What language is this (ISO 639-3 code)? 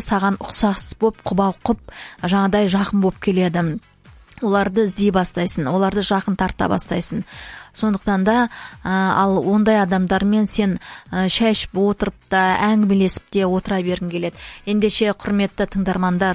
kaz